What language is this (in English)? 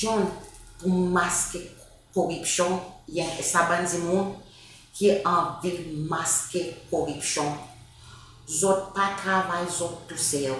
Seselwa Creole French